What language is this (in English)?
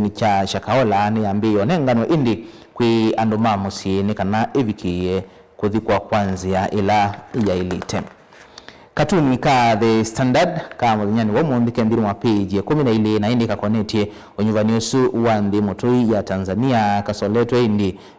Kamba